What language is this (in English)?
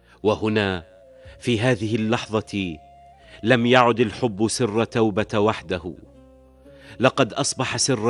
Arabic